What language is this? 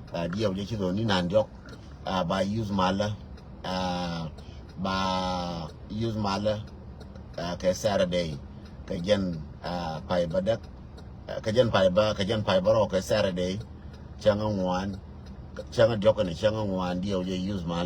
Nuer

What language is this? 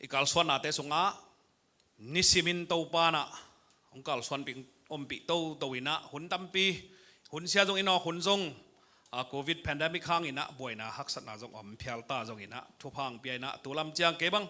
Tedim Chin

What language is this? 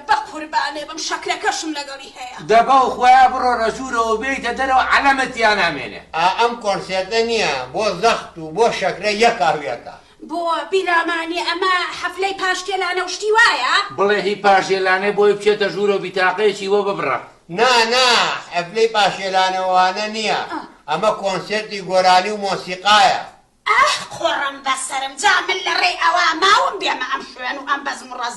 Central Kurdish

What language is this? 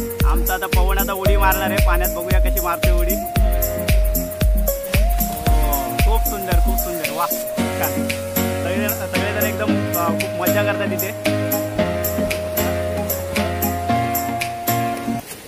Marathi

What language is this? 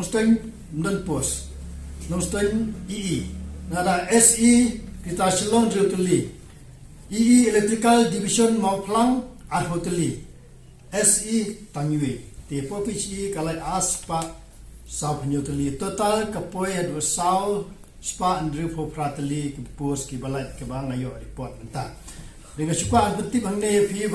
Khasi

